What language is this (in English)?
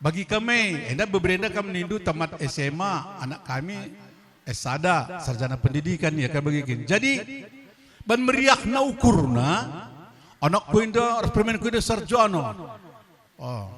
Batak Karo